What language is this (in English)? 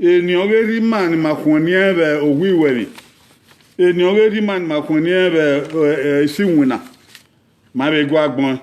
Bini